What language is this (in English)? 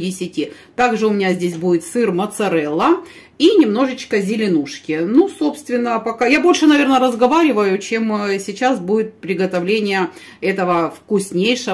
Russian